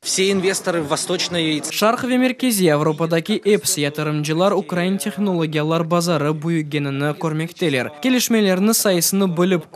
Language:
Crimean Tatar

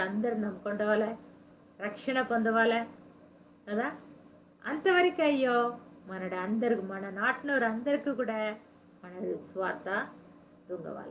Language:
Koya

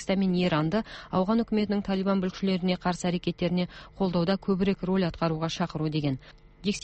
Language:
Kazakh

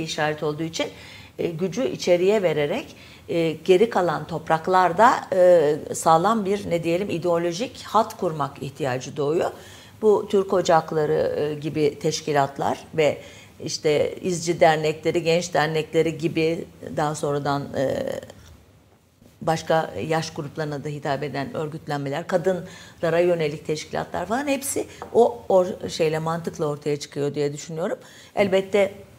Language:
Turkish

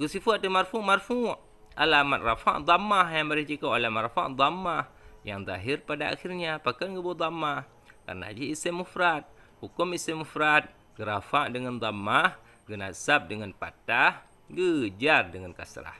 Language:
Achinese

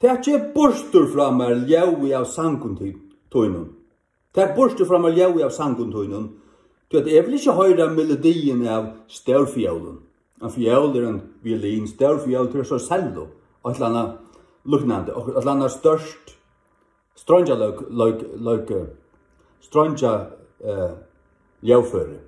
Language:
Faroese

